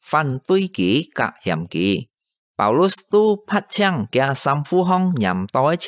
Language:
Hakka Chinese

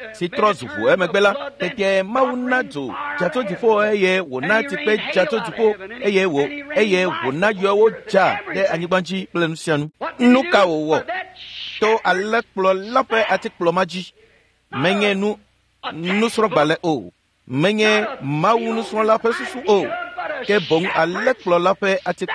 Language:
Ewe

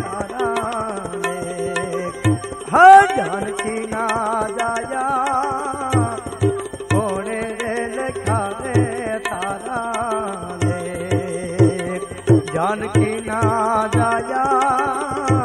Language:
Gujarati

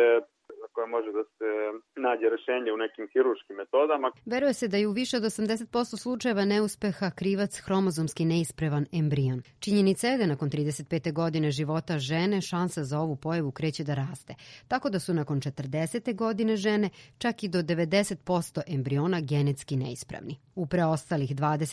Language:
Serbian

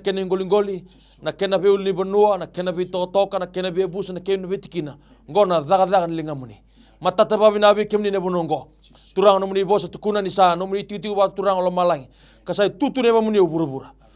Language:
Fijian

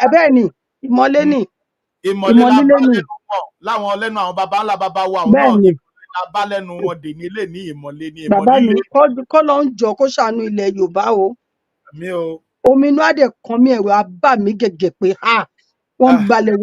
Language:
Yoruba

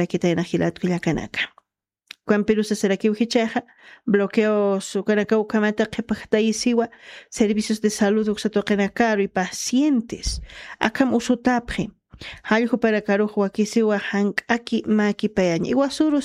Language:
Aymara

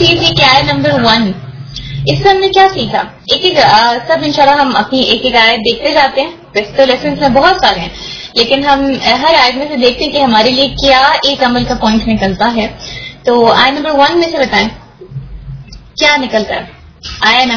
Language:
Urdu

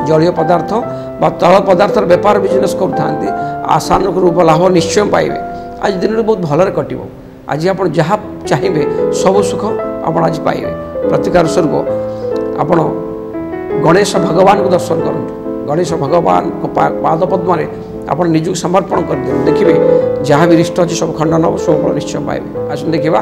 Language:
Odia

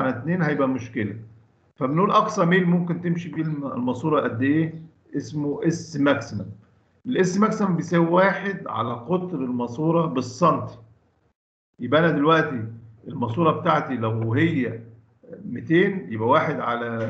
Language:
Egyptian Arabic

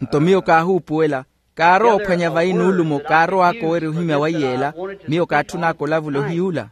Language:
Makhuwa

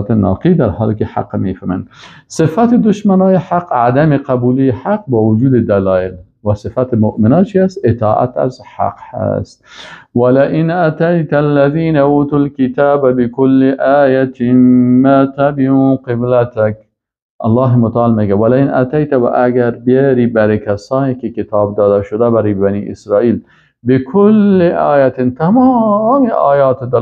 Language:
Persian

